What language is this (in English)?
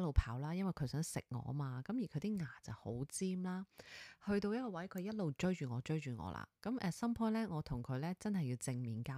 Cantonese